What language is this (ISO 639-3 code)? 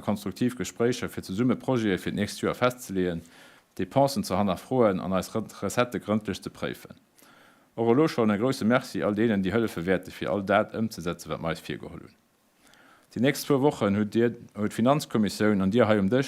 ltz